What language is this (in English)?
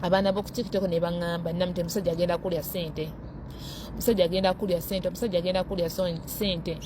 Ganda